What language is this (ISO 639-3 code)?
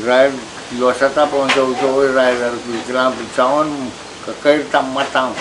pon